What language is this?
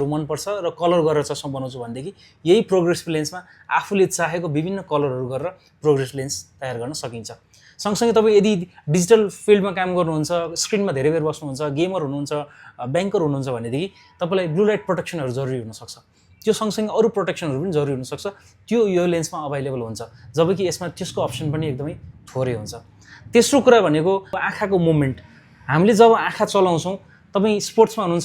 Nepali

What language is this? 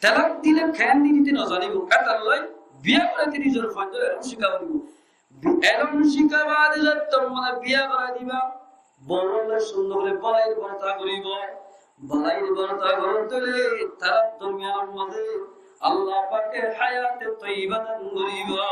Rohingya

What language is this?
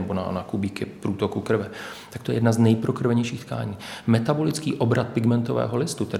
Czech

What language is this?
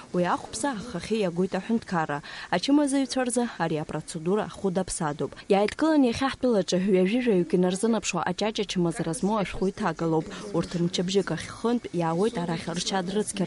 Abkhazian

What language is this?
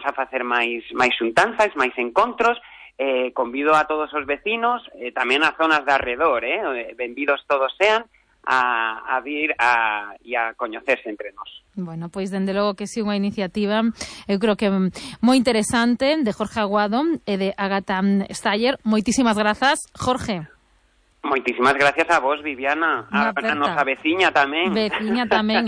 Galician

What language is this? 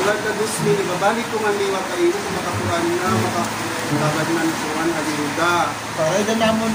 Waray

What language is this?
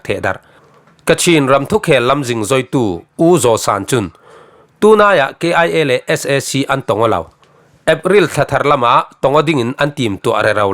Falam Chin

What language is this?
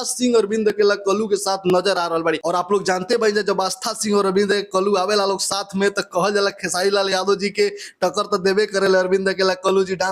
Bhojpuri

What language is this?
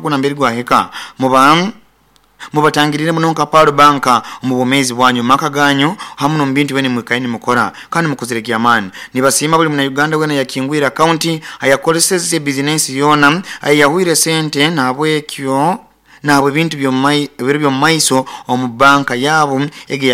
Nyoro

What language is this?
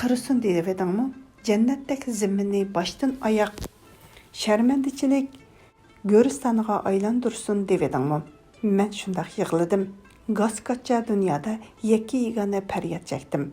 Uyghur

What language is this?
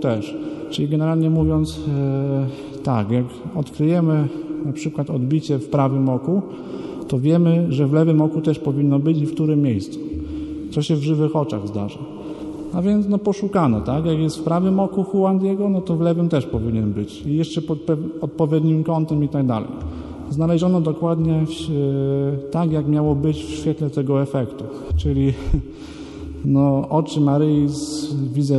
Polish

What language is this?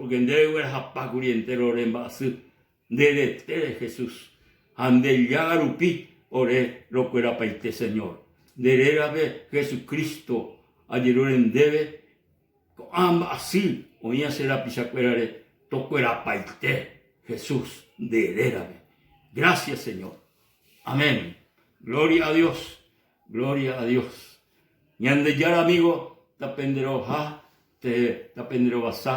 Guarani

